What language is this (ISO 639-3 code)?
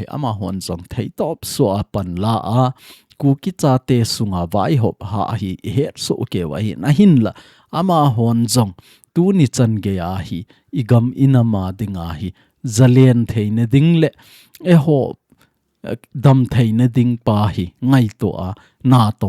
tcz